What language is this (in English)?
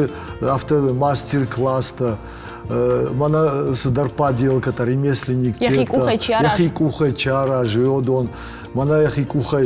Ossetic